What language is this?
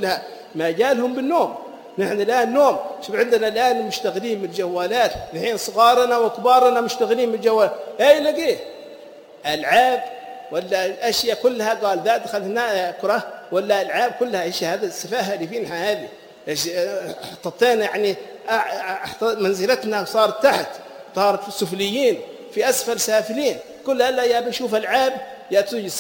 Arabic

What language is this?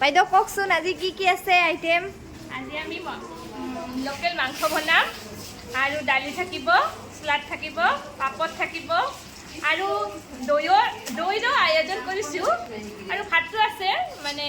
Assamese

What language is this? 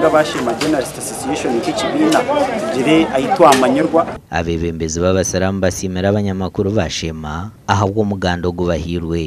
Nyankole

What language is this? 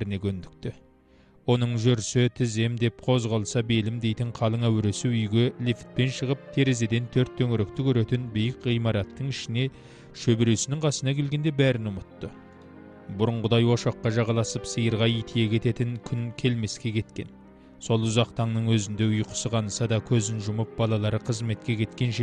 Kazakh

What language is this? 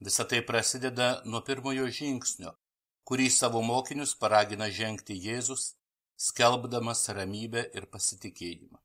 Lithuanian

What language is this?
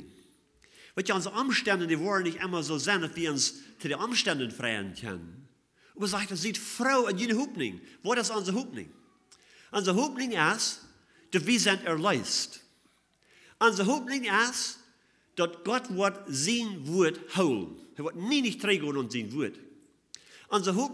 Plautdietsch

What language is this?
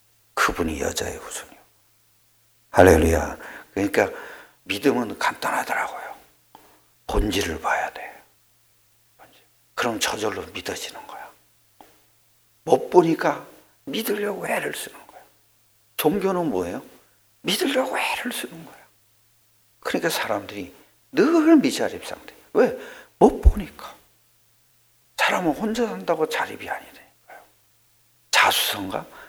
Korean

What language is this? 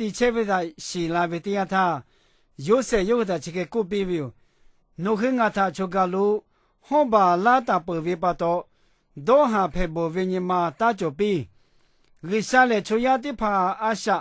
Lahu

